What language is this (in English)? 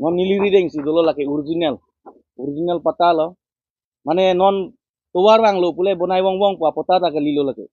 Karbi